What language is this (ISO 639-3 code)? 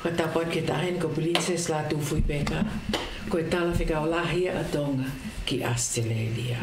ton